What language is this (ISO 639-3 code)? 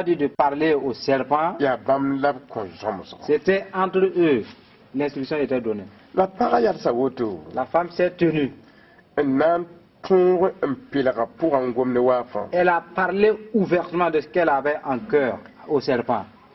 mos